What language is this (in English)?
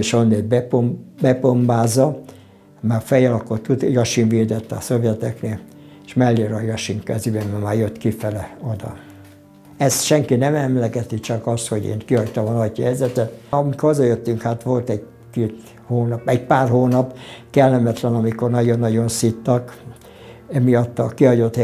Hungarian